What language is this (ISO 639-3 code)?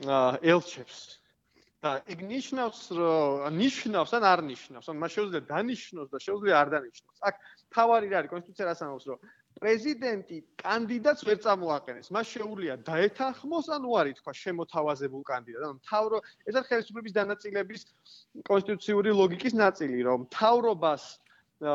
kat